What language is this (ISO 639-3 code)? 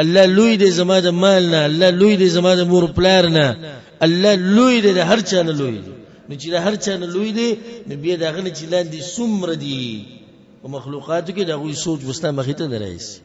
pus